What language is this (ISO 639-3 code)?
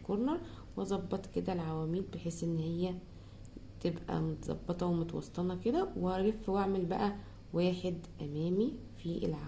arz